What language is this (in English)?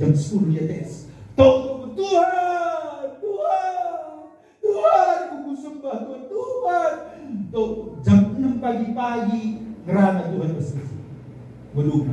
Batak Karo